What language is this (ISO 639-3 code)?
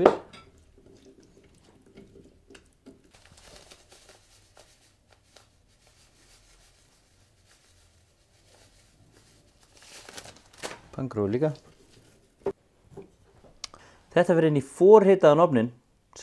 isl